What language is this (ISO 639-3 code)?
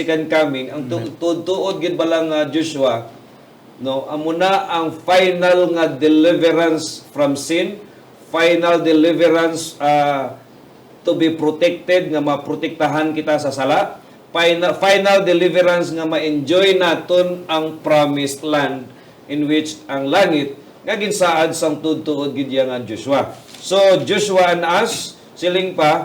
hil